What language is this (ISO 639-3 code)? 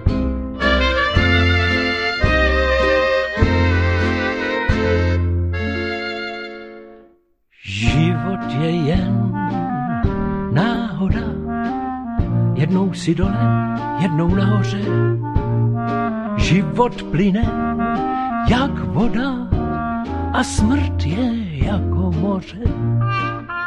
ces